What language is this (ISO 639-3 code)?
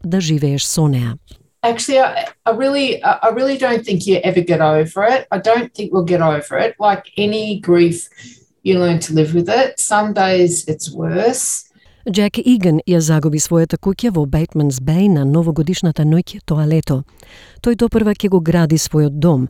mkd